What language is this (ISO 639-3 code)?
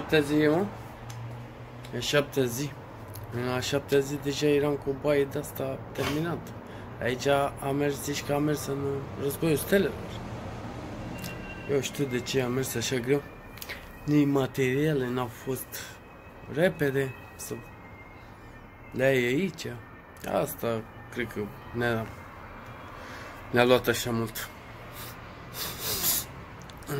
ron